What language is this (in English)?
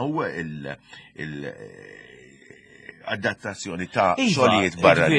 Maltese